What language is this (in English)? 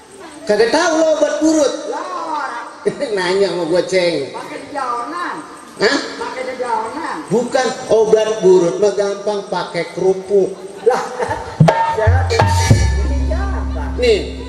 Betawi